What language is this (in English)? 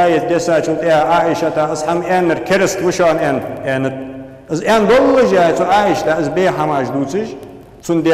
Ingush